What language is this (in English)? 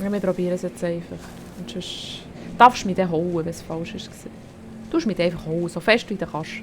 Swiss German